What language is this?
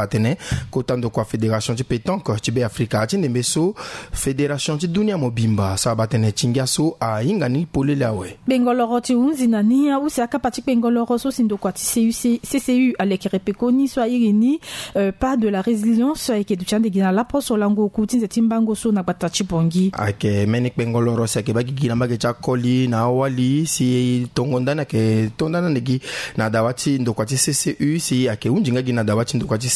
Sango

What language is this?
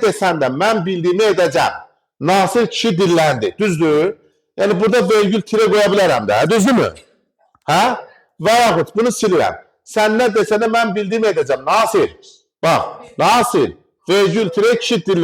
Azerbaijani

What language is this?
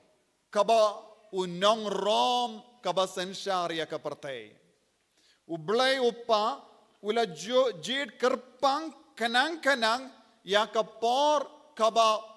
Khasi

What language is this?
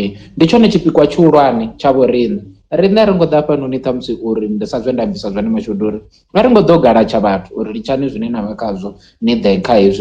Venda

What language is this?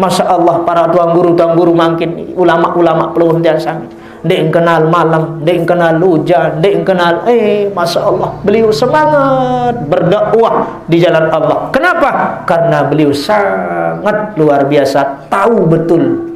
Sasak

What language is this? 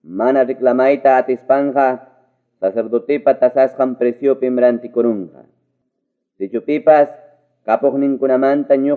Ayacucho Quechua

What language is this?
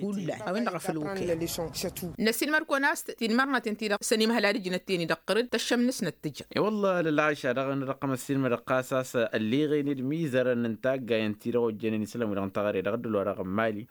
Tamasheq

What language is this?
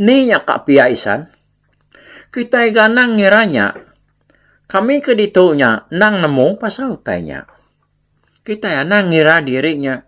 Iban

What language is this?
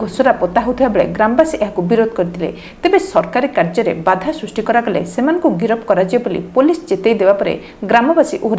Odia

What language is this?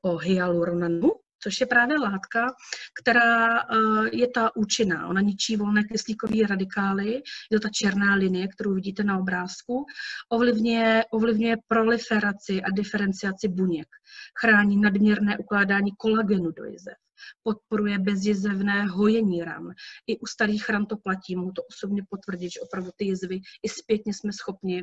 Czech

